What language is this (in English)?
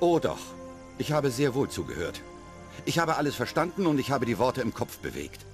Bavarian